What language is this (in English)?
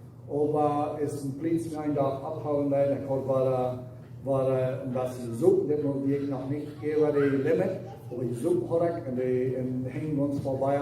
Plautdietsch